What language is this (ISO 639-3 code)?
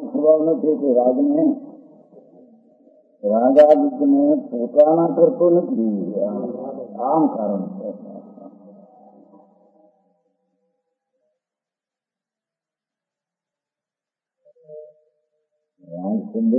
guj